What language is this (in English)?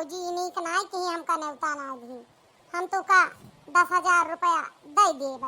Awadhi